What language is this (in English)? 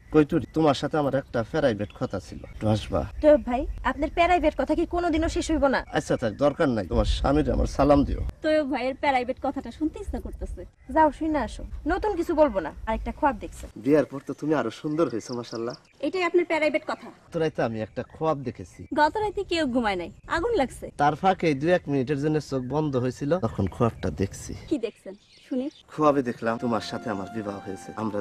Bangla